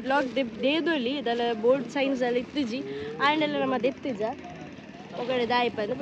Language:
Tulu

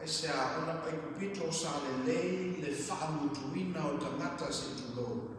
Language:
Samoan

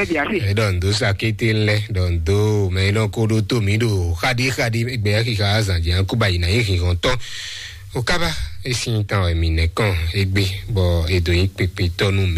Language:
Fon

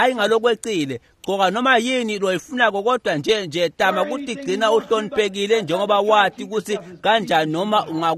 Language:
Swati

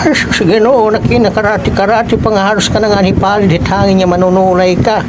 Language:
Waray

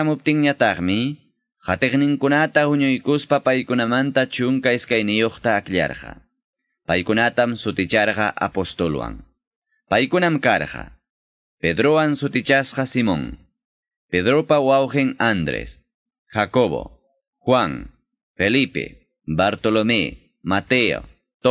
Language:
Ayacucho Quechua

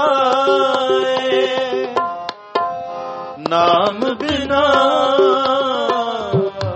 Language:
Punjabi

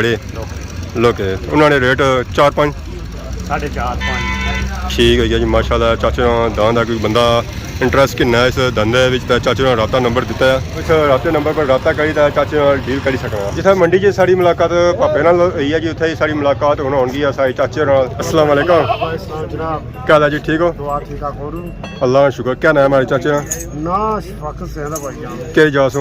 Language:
Pahari-Potwari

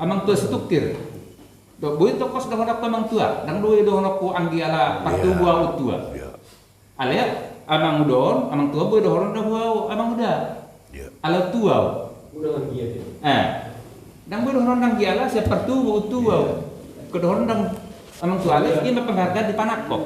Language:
Batak Toba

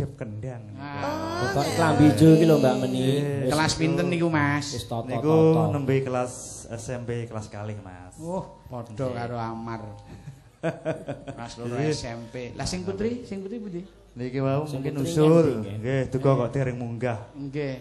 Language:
Javanese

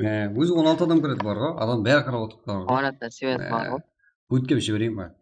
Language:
Kara-Kalpak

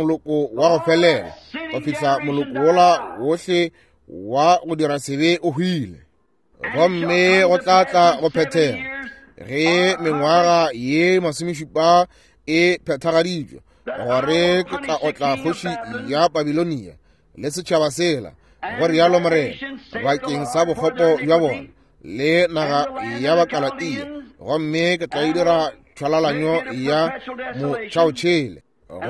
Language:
Northern Sotho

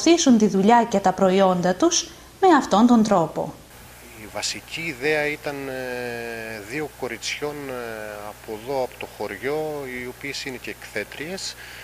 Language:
Greek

